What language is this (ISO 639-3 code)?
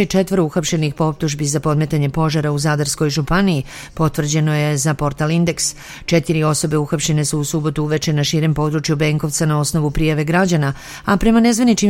srp